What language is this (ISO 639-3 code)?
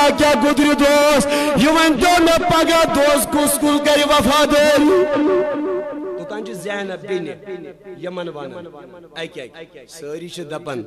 kas